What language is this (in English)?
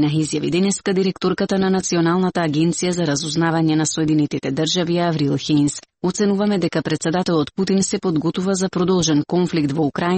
Macedonian